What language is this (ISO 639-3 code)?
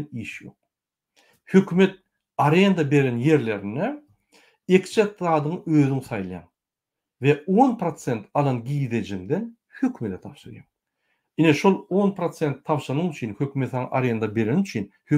tuk